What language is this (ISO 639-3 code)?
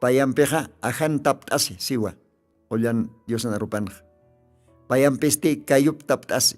aym